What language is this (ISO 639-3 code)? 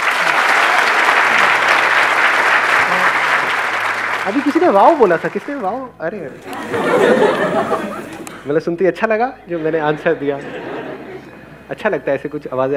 hin